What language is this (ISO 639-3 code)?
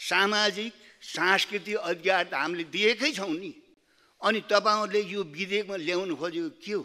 nep